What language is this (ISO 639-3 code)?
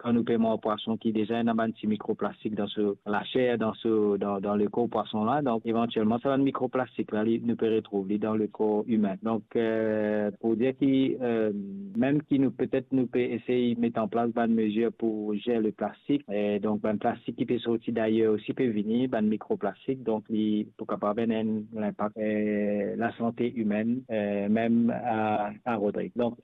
mfe